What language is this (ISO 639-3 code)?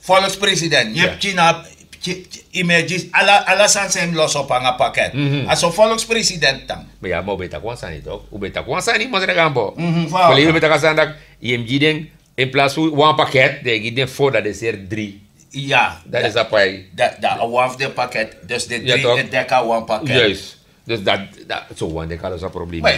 srn